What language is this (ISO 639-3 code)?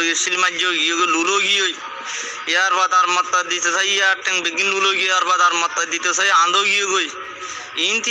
rhg